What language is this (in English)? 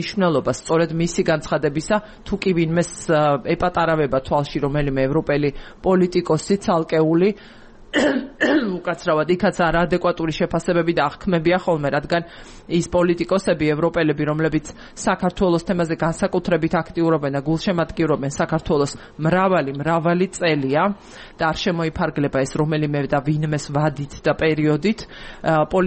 Georgian